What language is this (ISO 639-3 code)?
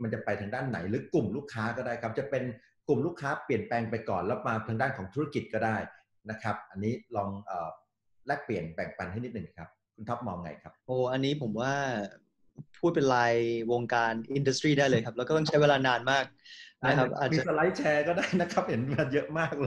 tha